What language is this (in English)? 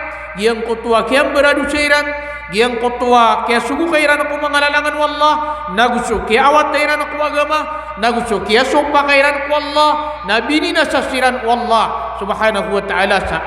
Maranao